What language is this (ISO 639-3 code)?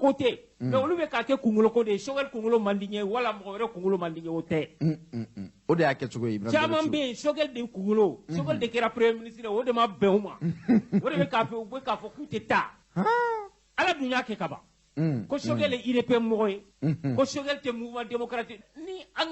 bam